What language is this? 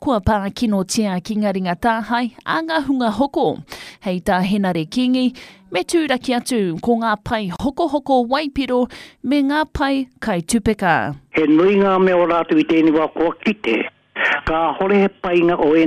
Māori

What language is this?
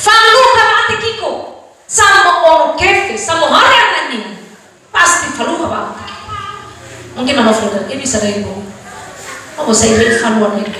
Nias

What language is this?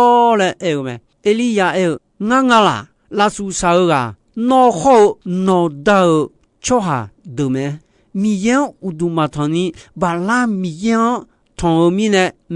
Akha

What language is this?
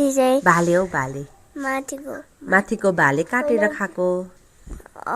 Nepali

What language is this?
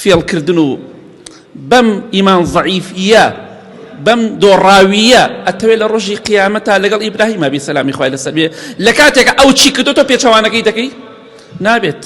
Central Kurdish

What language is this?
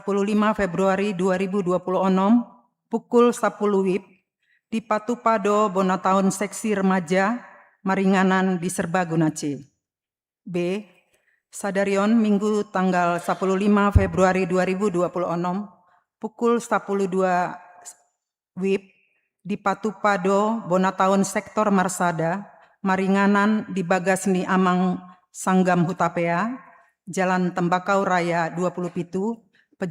Batak Toba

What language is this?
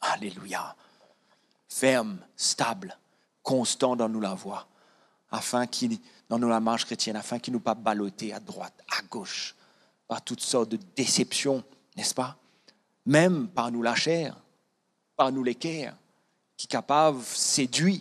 Morisyen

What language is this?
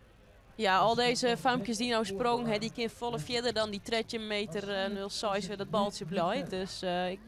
Western Frisian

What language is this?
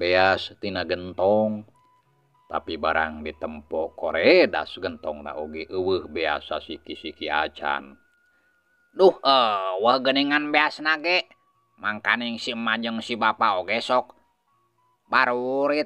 Sundanese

